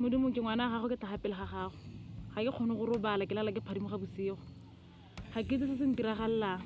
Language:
Tswana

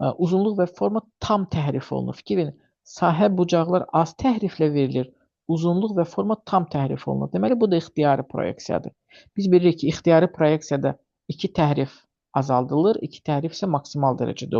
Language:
Azerbaijani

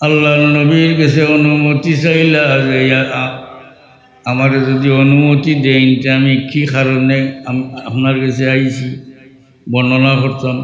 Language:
Sylheti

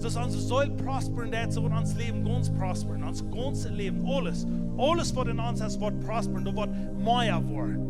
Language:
Plautdietsch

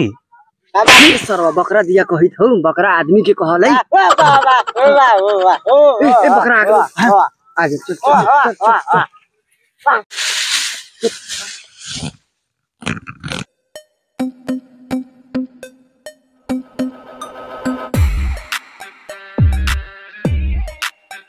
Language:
Bhojpuri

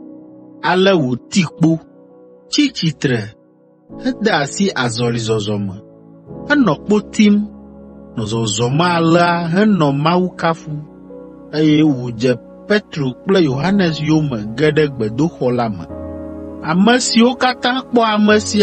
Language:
Ewe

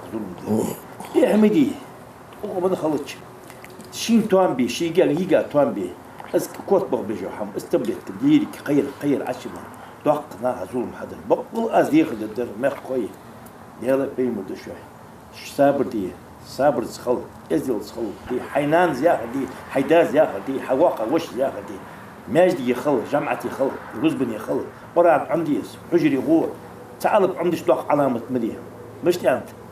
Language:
Ingush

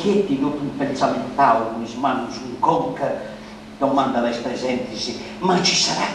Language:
Sardinian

